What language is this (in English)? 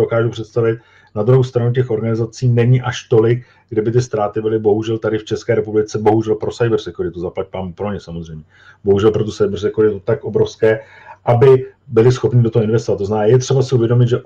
Czech